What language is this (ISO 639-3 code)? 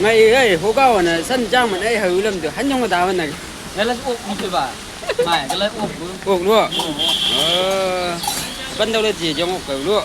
nbc